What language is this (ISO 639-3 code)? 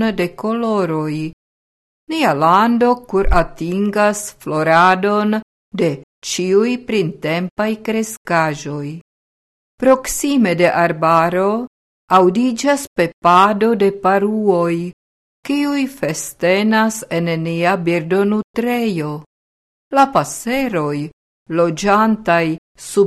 epo